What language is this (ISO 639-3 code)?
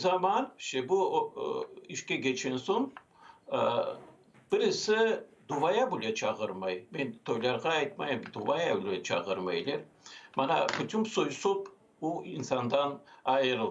crh